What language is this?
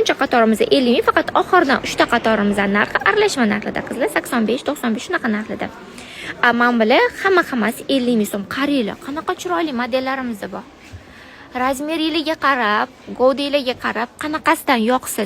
Uzbek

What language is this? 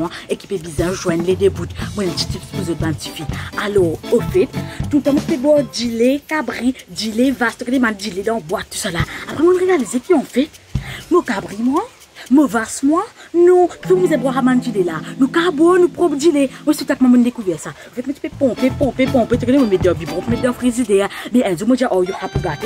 Morisyen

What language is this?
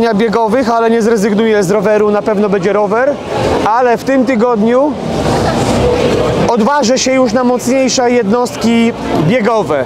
Polish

